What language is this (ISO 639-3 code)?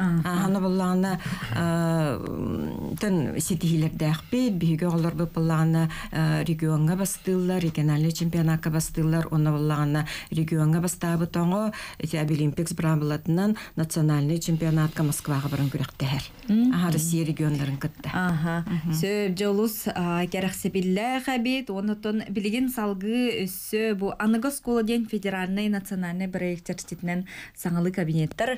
sah